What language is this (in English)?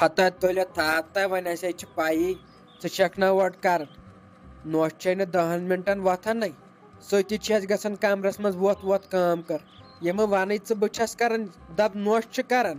Kashmiri